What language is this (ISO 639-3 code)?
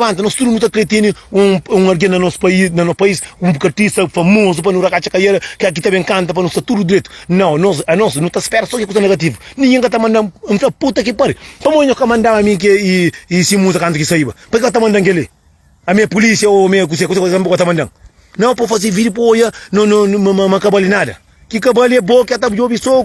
kea